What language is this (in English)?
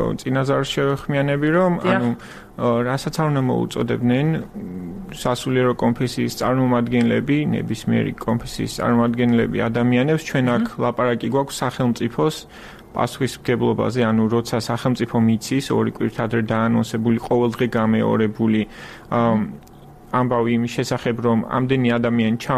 Georgian